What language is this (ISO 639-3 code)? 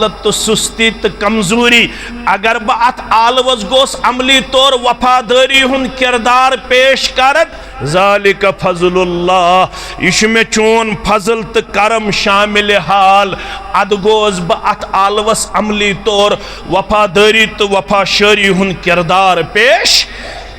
kas